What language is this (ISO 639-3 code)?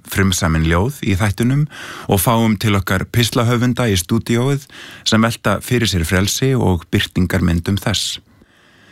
isl